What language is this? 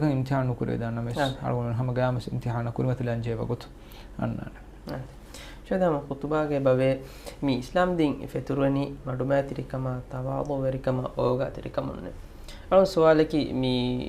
Divehi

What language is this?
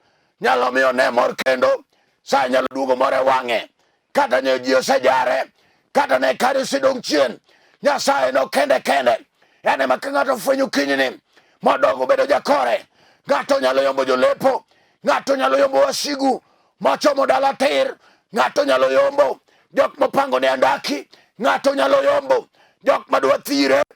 Luo (Kenya and Tanzania)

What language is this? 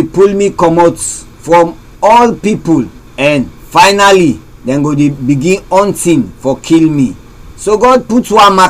Krio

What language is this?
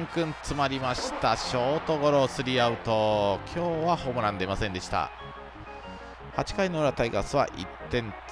Japanese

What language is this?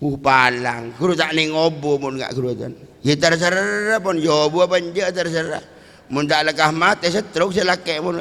Madurese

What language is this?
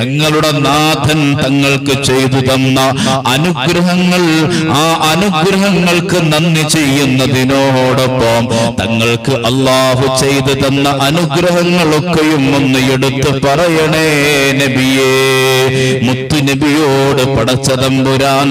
Malayalam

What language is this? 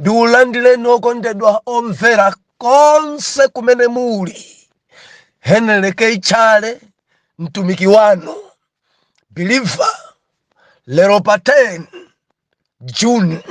Nyanja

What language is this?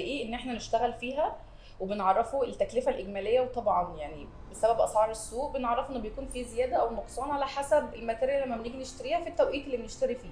Egyptian Arabic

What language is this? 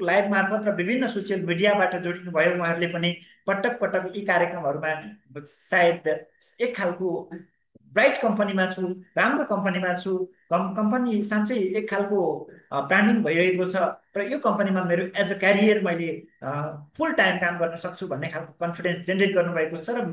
Nepali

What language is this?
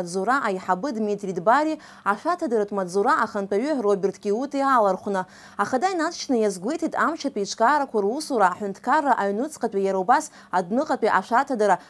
Abkhazian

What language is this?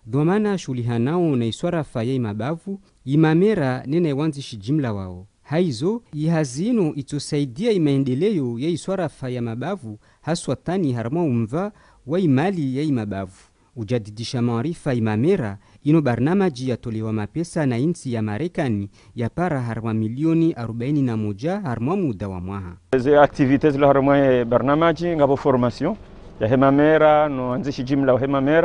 Ngazidja Comorian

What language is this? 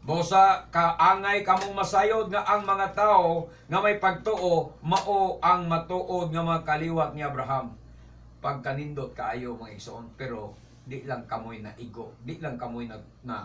Cebuano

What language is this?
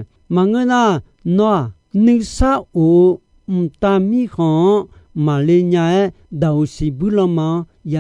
Akha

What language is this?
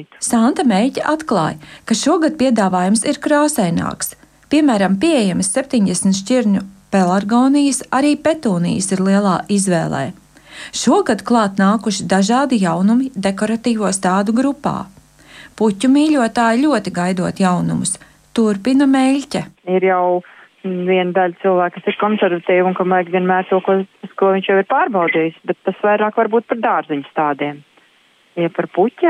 Latvian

